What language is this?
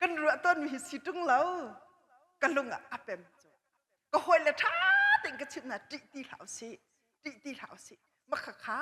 Hakha Chin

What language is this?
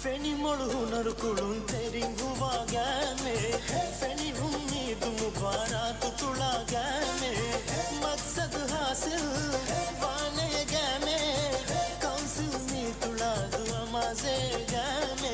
Divehi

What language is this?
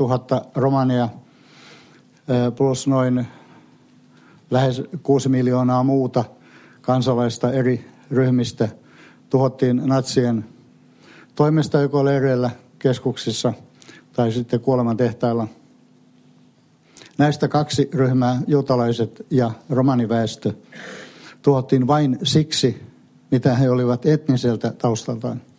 Finnish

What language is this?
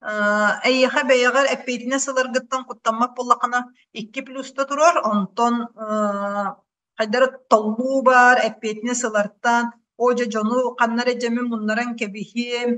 Yakut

